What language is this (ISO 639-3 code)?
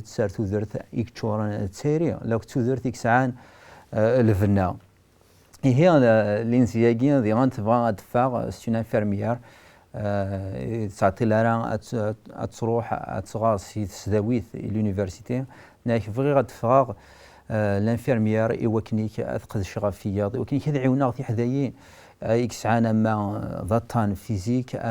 kab